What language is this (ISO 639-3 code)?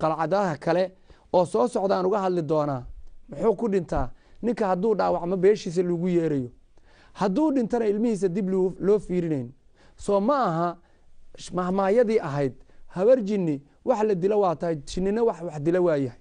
som